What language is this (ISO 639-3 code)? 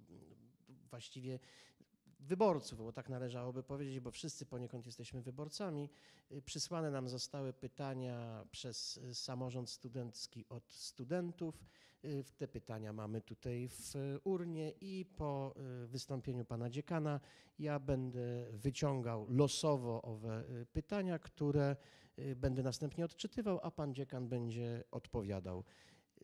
pol